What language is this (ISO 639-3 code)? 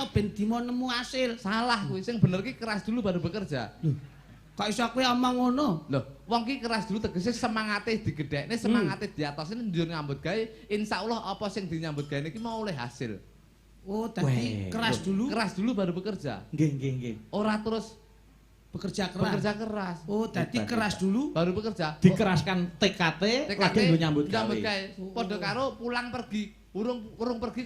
jav